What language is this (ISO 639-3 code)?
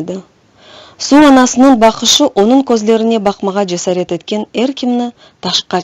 crh